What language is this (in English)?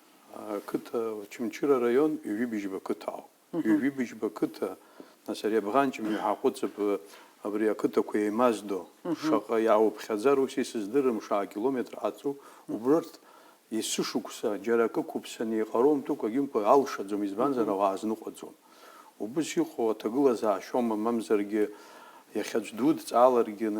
Abkhazian